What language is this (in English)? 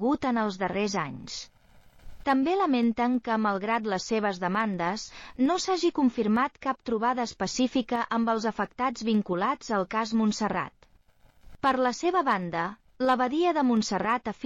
Catalan